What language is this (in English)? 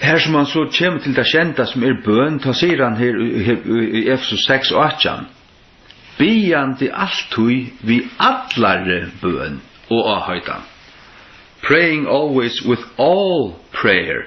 Faroese